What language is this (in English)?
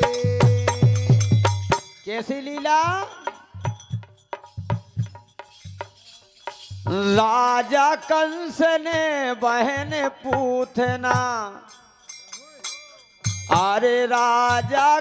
Bundeli